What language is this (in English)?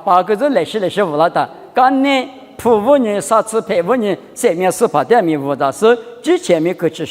Lisu